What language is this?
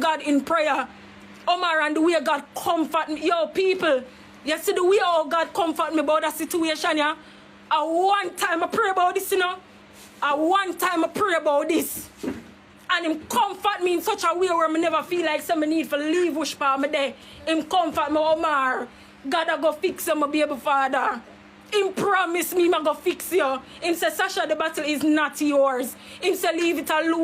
Jamaican Creole English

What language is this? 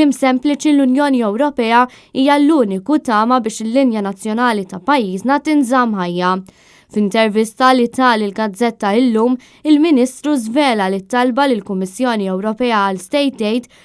Maltese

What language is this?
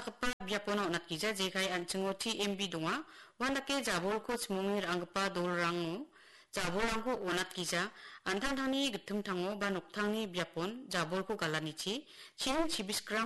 Garo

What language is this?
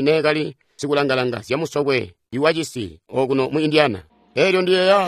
Tonga (Zambia)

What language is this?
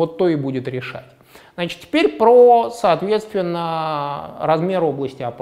Russian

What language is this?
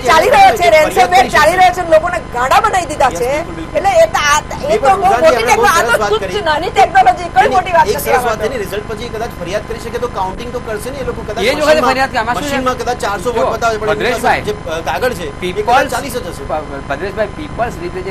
Gujarati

